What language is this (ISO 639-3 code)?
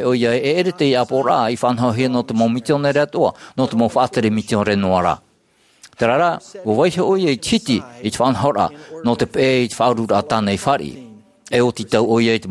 tah